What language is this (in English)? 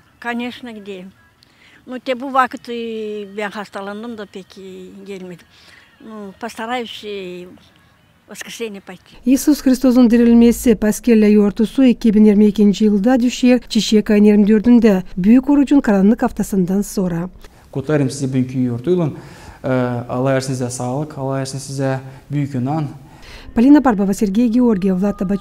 Gagauz